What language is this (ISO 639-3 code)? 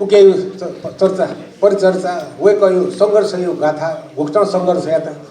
new